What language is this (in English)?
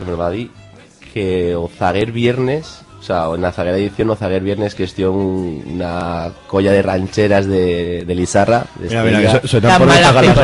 Aragonese